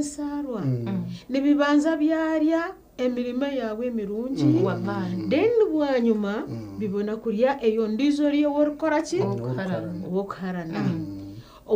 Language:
Nyankole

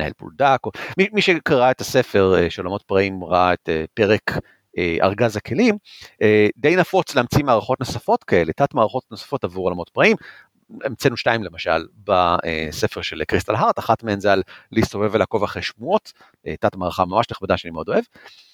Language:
Hebrew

